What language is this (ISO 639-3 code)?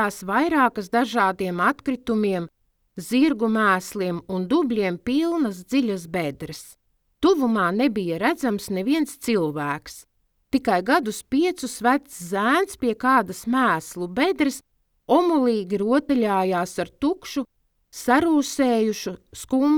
lav